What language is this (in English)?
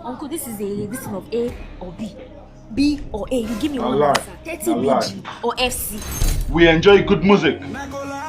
Nigerian Pidgin